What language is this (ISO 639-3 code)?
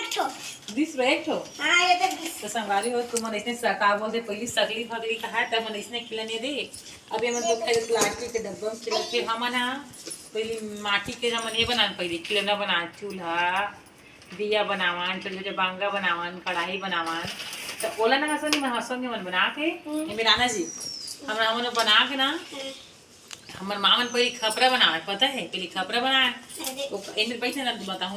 hne